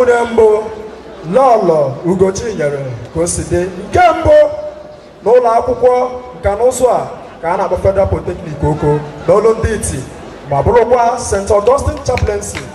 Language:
Igbo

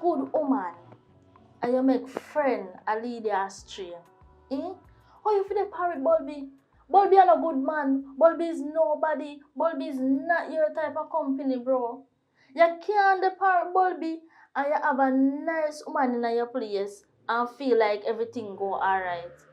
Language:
Jamaican Creole English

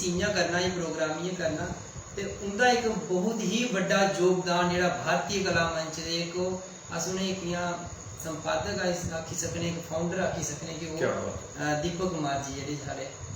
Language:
Dogri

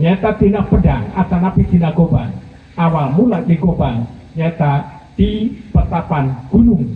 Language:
Sundanese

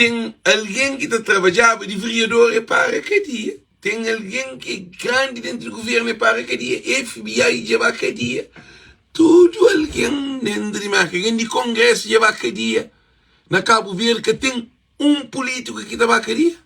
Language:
Kabuverdianu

